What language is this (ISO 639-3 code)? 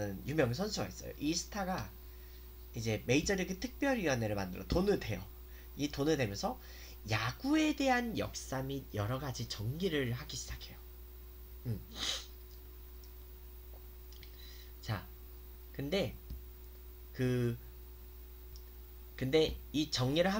kor